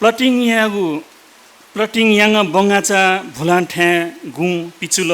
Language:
Newari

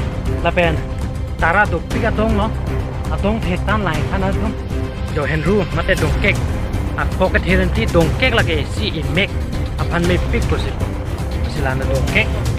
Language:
Karbi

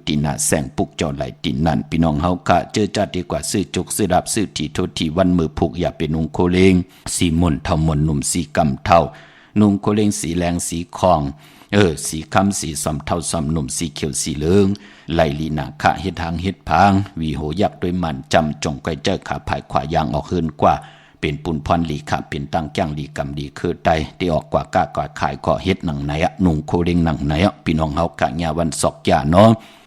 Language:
Shan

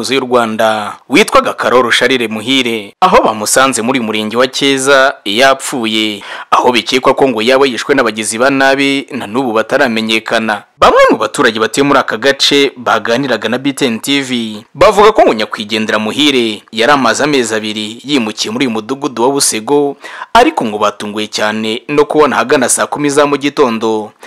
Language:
Kinyarwanda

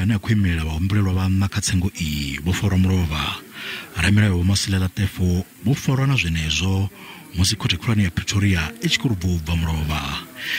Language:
Venda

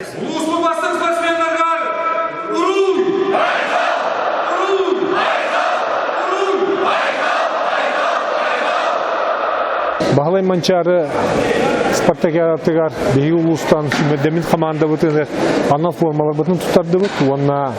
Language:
Yakut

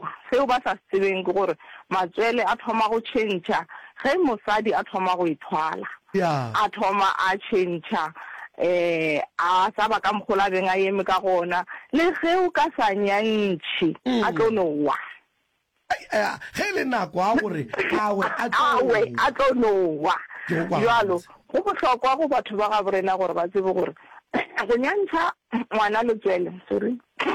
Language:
Northern Sotho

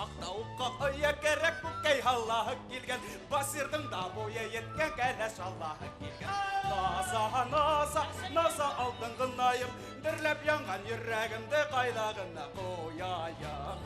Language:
Bashkir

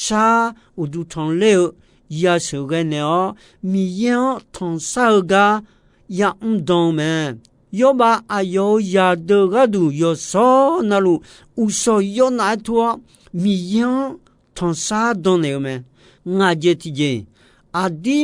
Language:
Akha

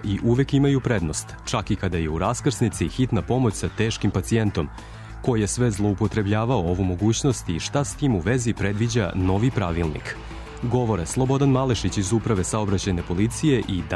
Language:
Serbian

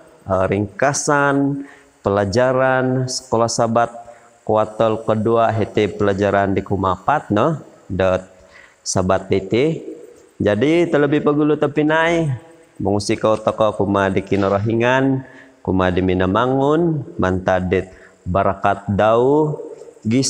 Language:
Central Dusun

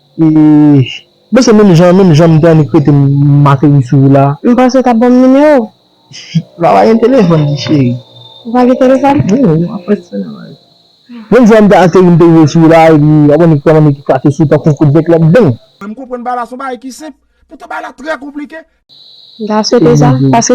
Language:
Haitian Creole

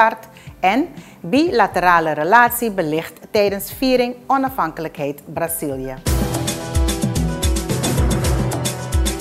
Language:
Dutch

